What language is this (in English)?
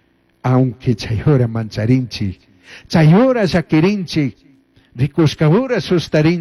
Chimborazo Highland Quichua